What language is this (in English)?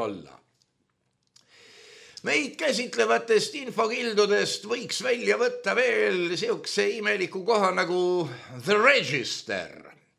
Estonian